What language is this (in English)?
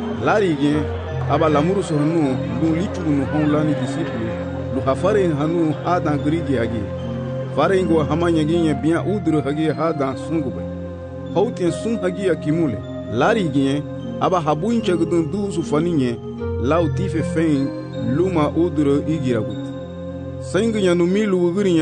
Garifuna